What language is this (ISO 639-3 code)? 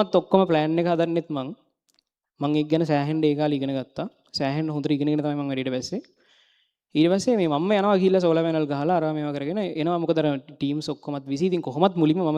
sin